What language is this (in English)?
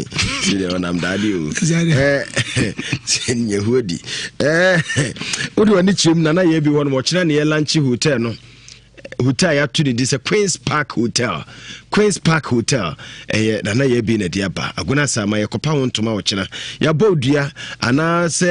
Akan